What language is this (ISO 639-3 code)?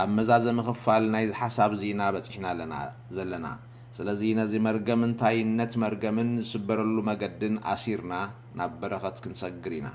tir